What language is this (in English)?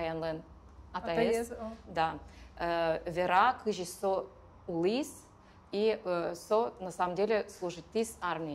Udmurt